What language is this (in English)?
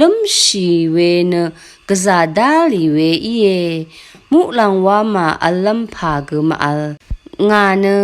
Rawang